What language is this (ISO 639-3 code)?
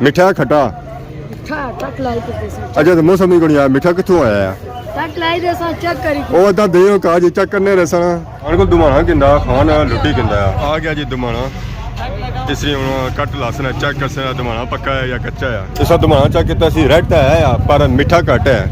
phr